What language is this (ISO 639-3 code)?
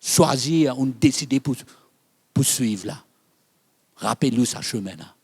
mfe